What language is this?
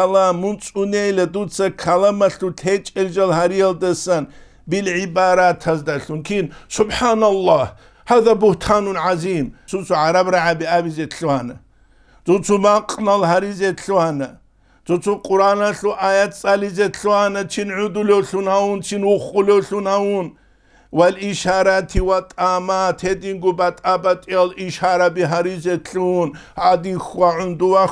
Avaric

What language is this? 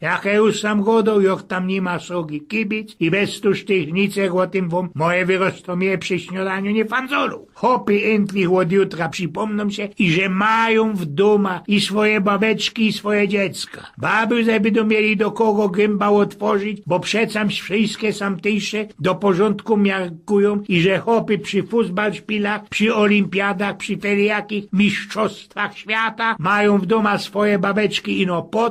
Silesian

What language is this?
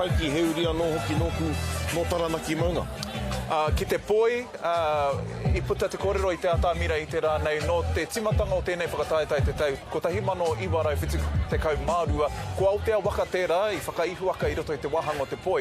Māori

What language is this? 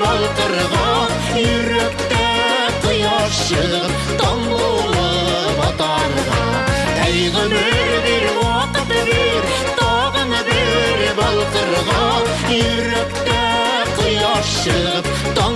Bashkir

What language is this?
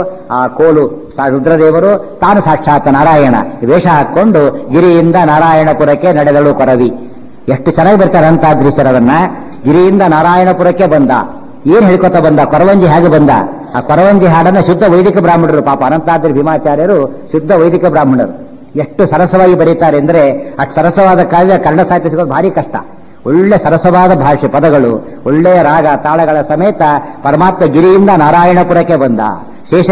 Kannada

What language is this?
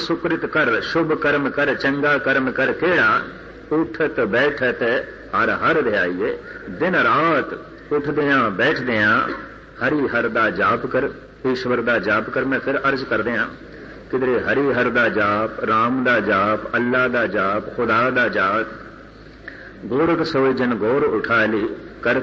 Punjabi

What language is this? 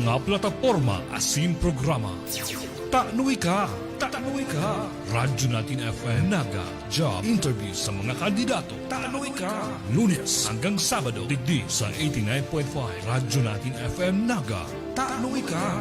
Bikol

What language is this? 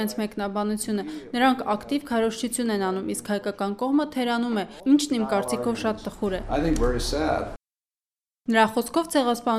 Armenian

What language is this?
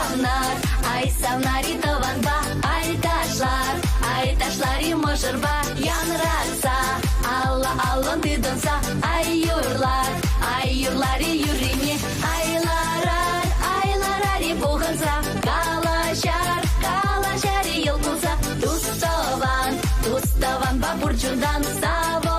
Chuvash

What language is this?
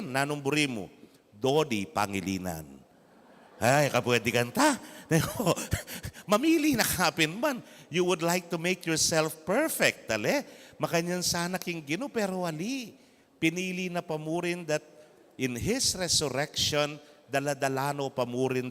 Pampanga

